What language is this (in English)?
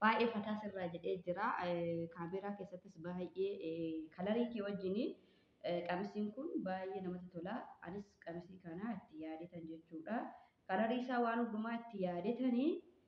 Oromo